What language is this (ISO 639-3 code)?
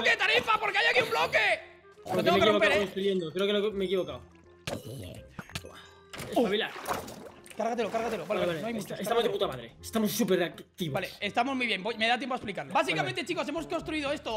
spa